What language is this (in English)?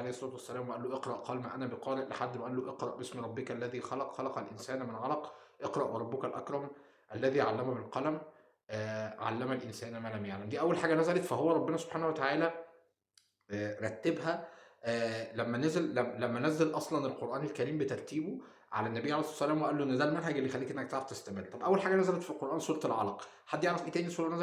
Egyptian Arabic